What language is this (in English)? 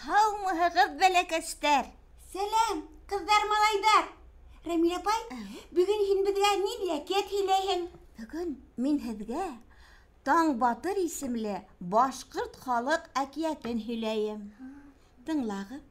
Bashkir